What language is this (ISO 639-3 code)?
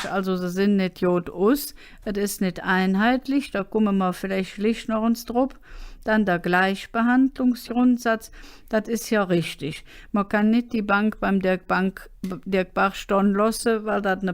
ksh